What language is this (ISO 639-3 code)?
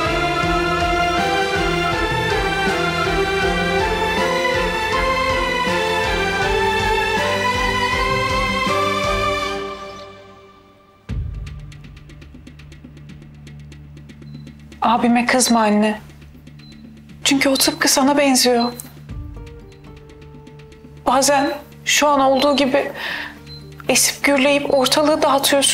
tur